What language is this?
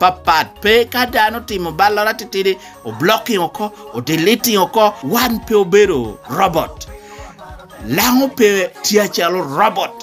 Lango (Uganda)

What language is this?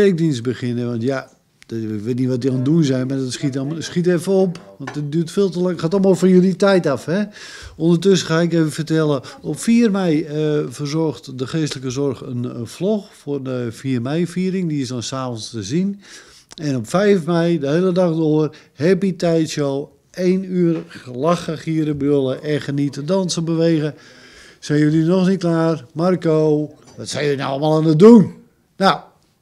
Dutch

